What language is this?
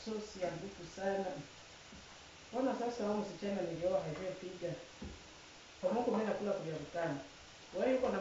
Swahili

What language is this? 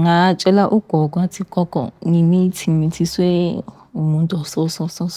Zulu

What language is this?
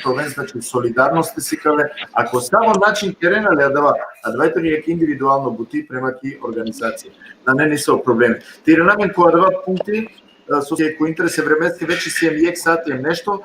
Balkan Romani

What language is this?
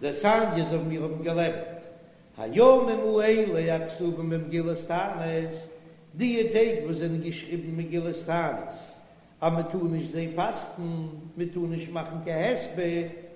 Yiddish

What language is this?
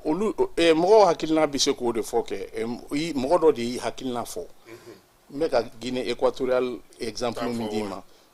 Bambara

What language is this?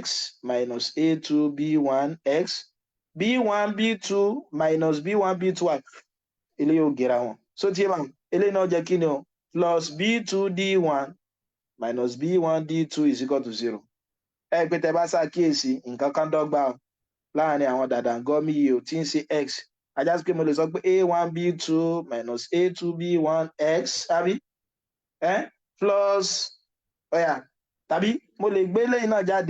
Yoruba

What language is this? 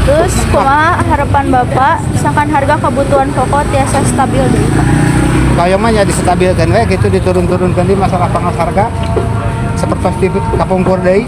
Sundanese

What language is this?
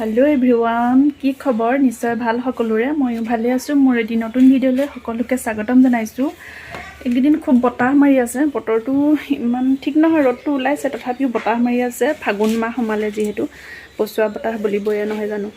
Assamese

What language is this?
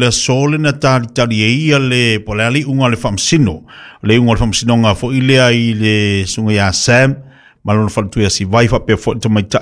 Samoan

